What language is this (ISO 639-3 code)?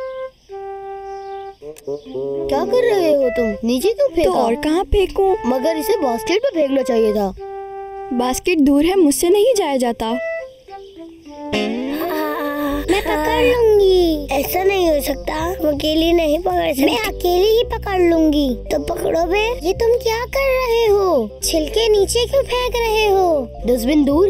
hin